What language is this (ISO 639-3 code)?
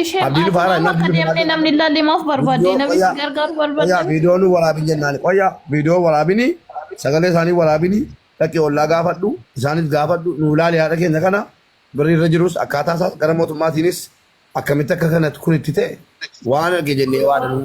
orm